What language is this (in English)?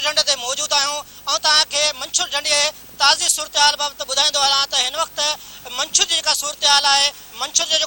Sindhi